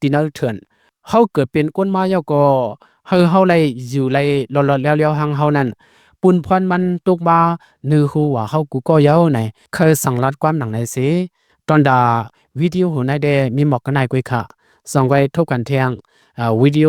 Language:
Lao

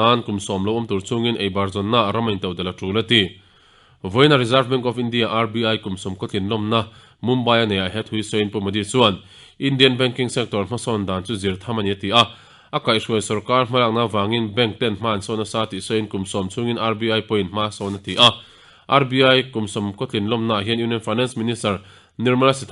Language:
Mizo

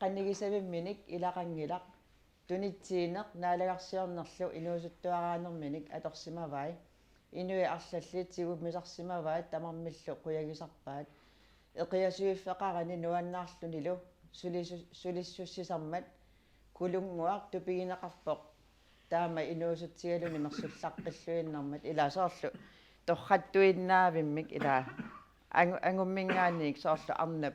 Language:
Kalaallisut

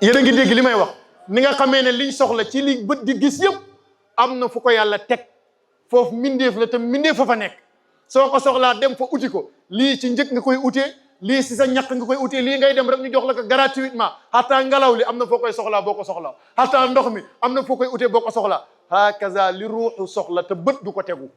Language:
Wolof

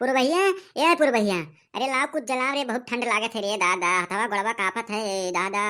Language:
Awadhi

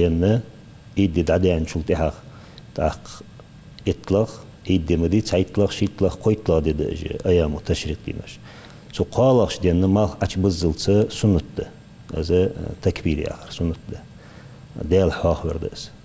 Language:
Ingush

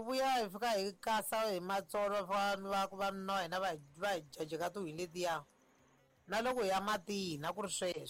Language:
Tsonga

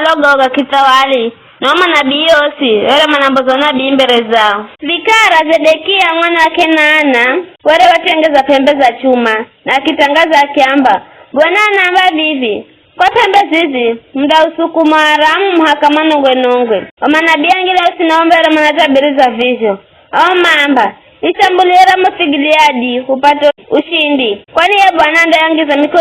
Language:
Giryama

